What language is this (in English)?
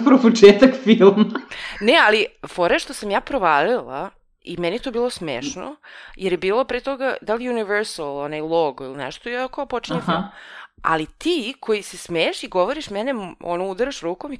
Serbian